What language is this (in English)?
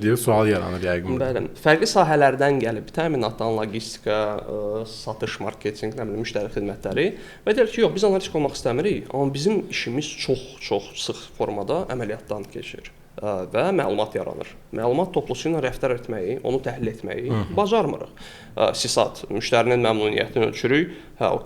Azerbaijani